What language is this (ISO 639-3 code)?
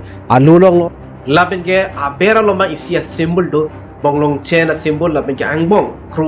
mjw